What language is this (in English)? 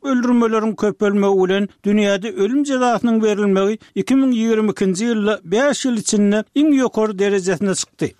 Turkmen